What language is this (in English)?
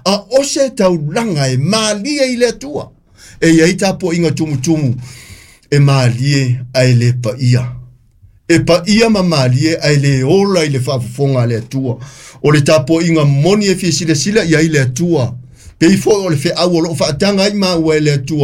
Samoan